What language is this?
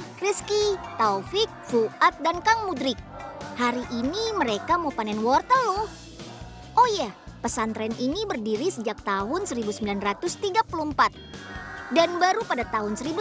Indonesian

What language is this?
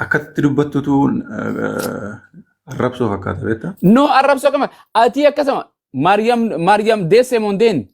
Oromo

